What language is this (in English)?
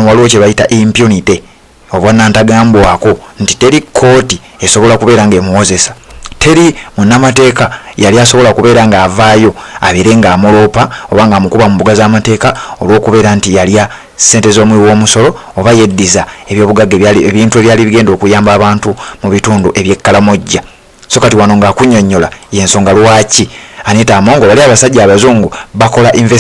Ganda